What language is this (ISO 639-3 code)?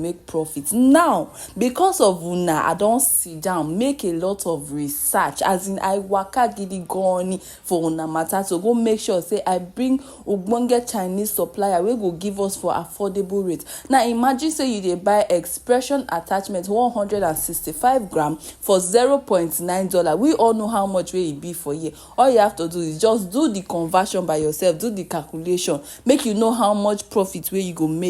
pcm